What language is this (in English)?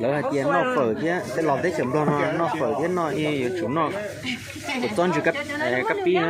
Hmong